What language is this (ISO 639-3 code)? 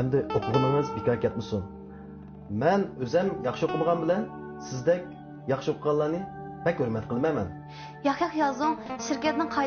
uig